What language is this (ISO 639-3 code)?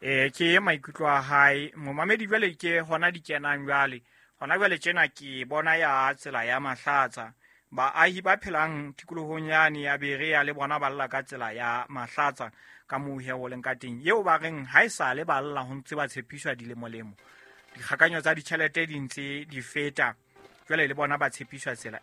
sot